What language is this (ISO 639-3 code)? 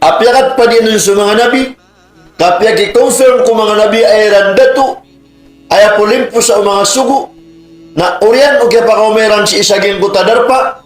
mrw